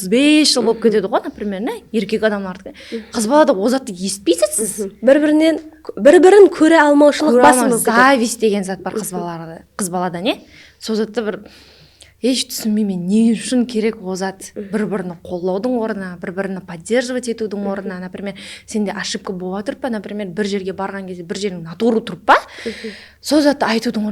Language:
Kara-Kalpak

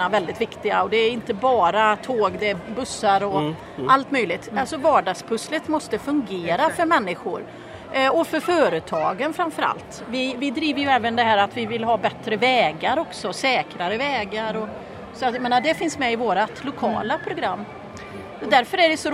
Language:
Swedish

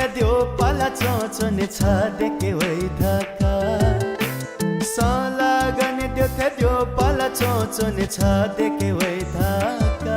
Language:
Newari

